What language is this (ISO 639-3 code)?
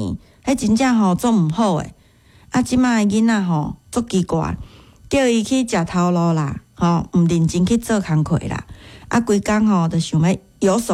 nan